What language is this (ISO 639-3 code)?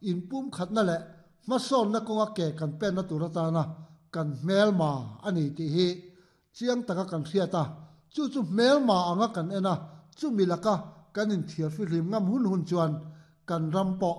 lus